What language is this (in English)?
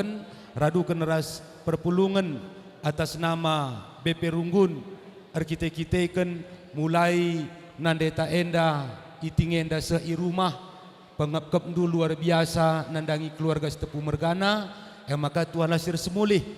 Batak Karo